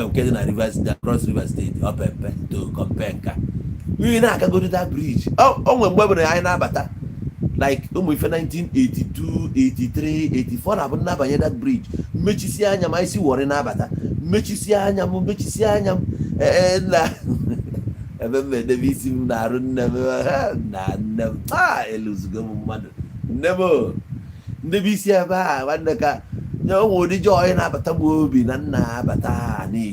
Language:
Igbo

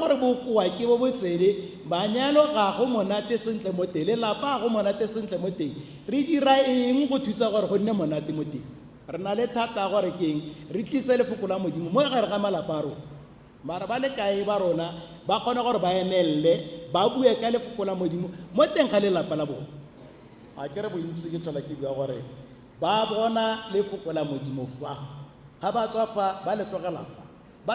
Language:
Tswana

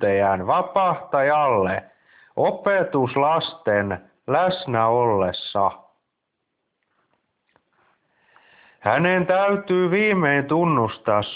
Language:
Finnish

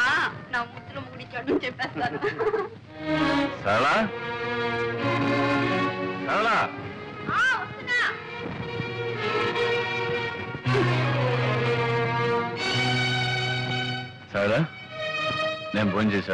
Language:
Telugu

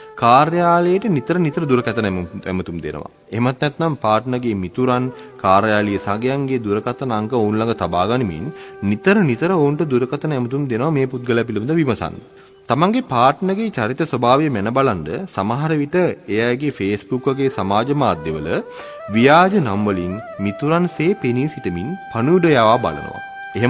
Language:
Sinhala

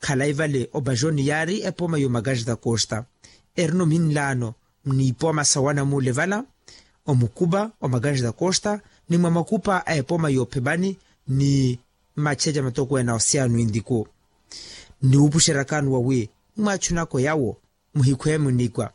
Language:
Makhuwa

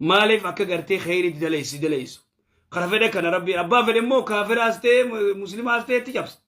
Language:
Oromo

